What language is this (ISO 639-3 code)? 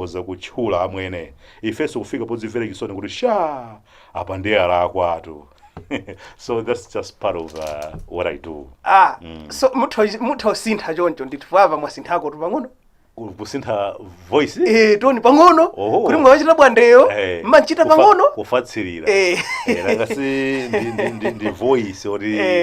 nya